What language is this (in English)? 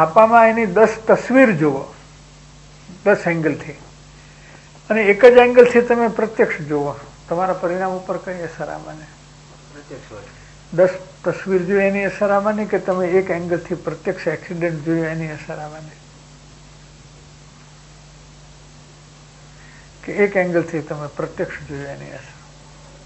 Gujarati